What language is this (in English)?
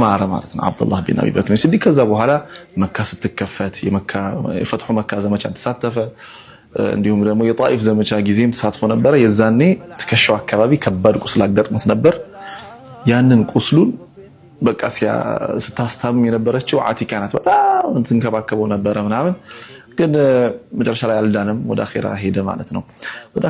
Amharic